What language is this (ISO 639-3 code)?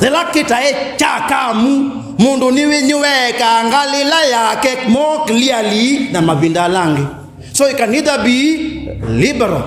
kam